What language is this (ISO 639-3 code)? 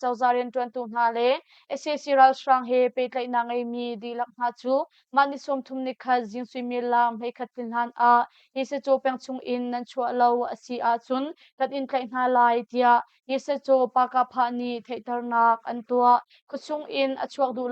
cnh